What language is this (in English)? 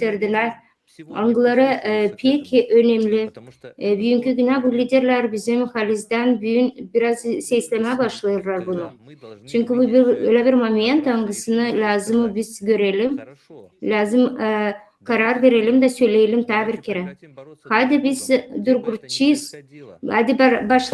Gagauz